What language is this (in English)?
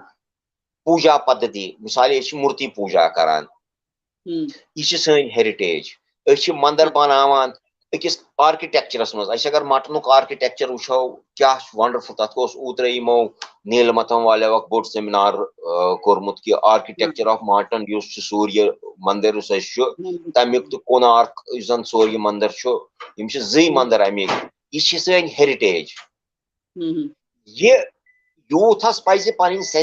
Kashmiri